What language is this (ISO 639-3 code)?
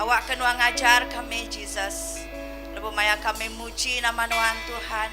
iba